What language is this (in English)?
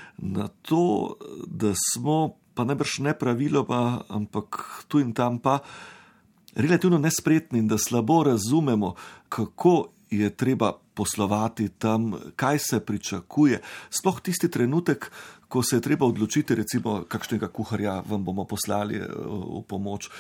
Slovenian